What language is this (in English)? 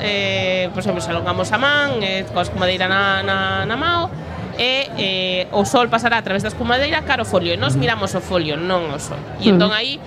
Galician